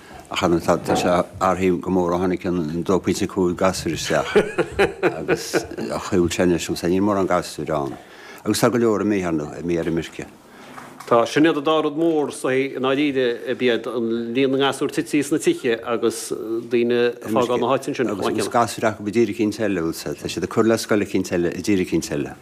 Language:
Irish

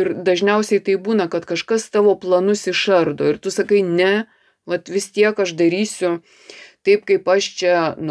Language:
Lithuanian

